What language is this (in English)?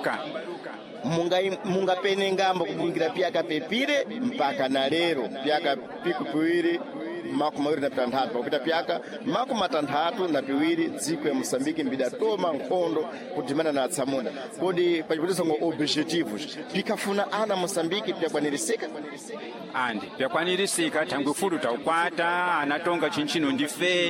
Sena